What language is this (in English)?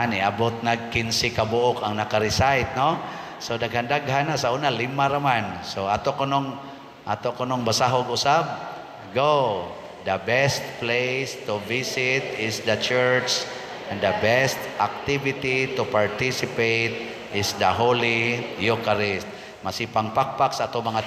Cebuano